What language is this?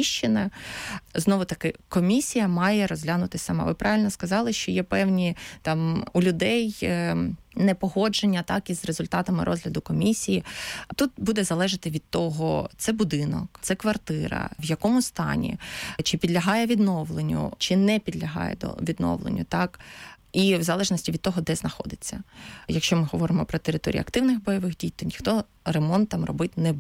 Ukrainian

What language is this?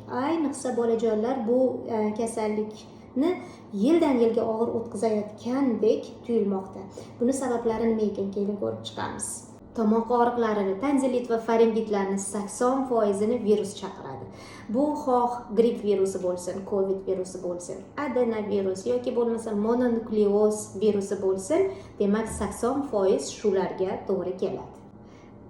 Uzbek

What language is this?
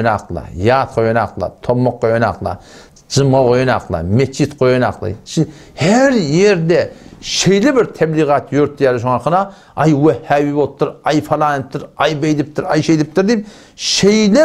Turkmen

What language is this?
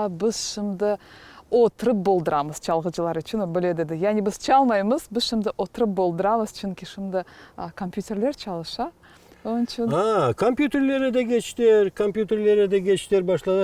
Crimean Tatar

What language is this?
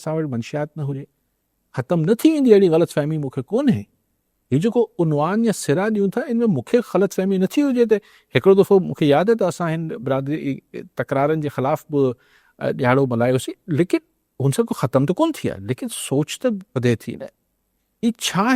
Sindhi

